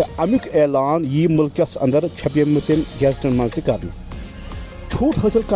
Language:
Kashmiri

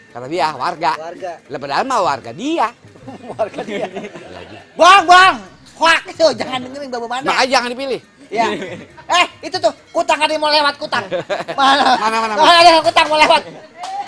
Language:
Betawi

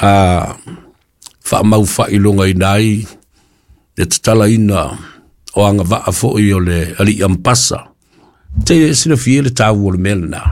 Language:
Samoan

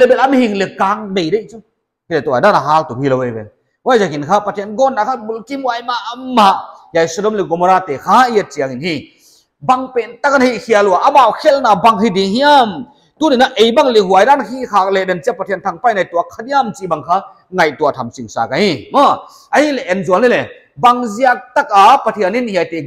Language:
Paite Chin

